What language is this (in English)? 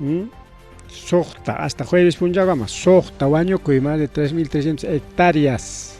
Ayacucho Quechua